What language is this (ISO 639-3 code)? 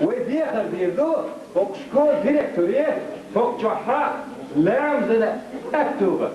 che